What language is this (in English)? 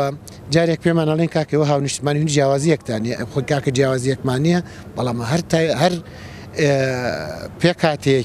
Central Kurdish